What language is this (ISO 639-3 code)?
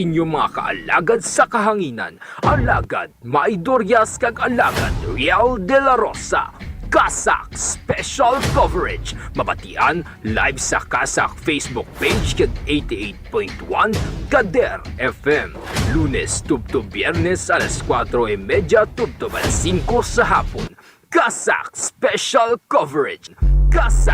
hil